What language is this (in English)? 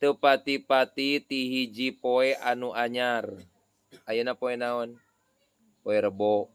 Sundanese